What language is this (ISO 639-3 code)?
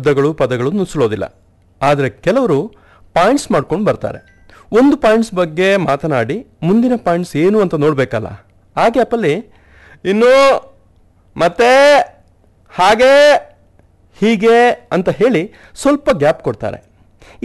kan